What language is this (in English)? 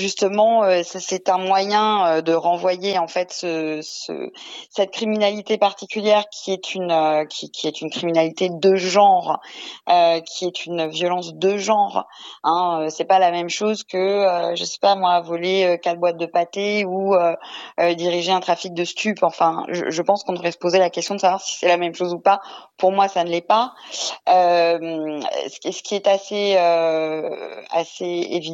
French